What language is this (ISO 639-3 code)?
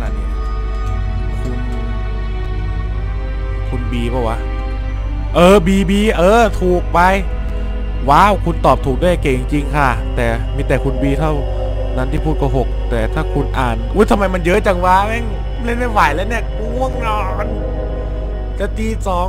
tha